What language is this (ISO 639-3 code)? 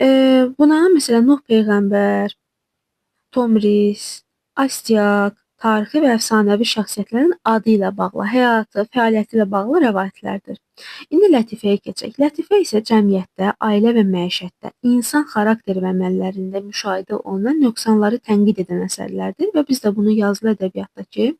aze